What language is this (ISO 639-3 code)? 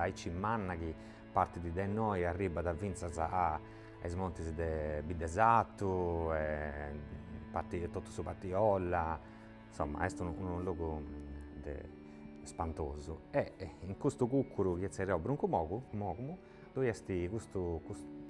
srd